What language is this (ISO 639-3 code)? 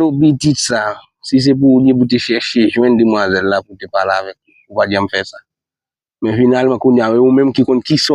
hat